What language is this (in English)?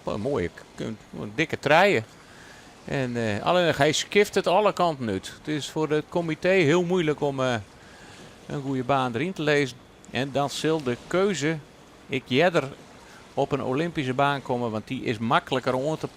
Western Frisian